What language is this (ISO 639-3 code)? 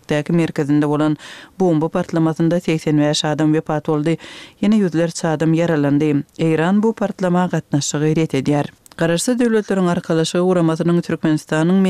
kir